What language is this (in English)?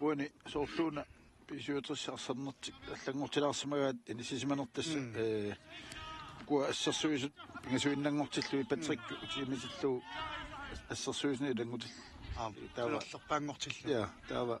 Kalaallisut